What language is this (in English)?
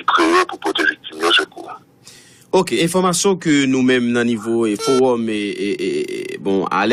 Haitian Creole